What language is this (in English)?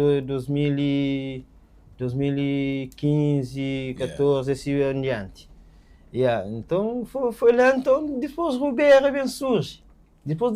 Kabuverdianu